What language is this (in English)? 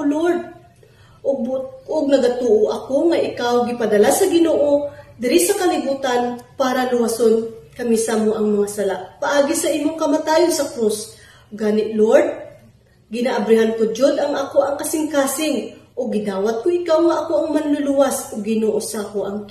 Cebuano